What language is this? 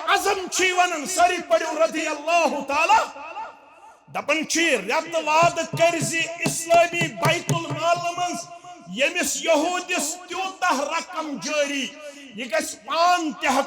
Kashmiri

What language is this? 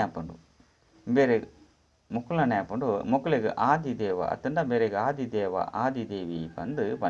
Tulu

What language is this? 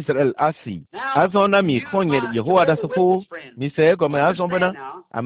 Ewe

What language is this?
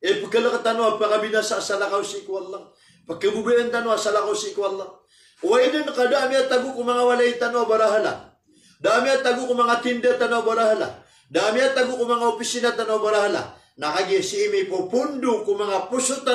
Maranao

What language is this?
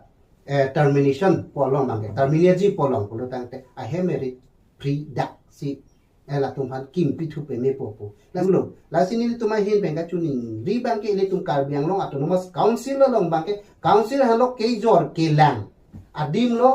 Karbi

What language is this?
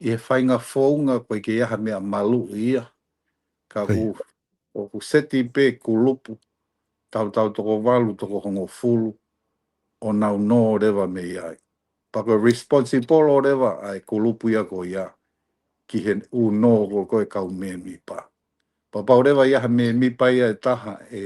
Tongan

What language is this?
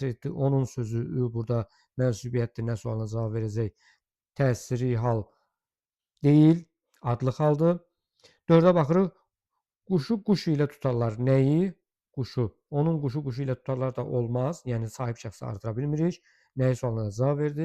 Azerbaijani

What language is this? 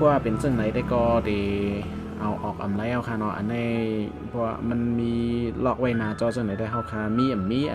Shan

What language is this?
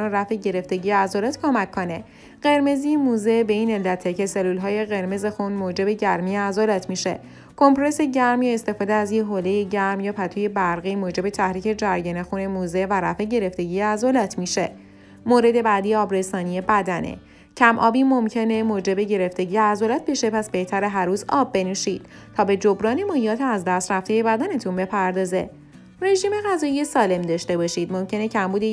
Persian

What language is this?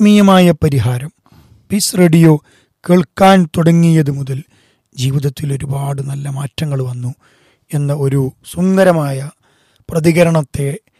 Malayalam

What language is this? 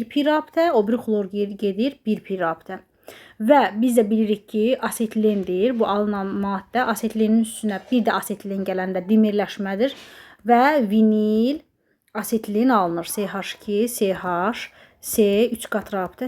Azerbaijani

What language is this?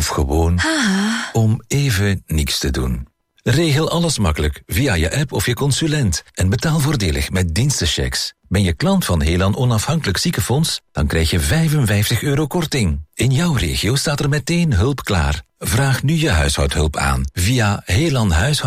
Dutch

